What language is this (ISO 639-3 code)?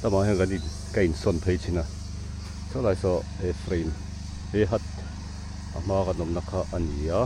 lus